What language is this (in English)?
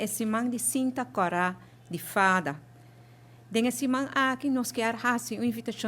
Papiamento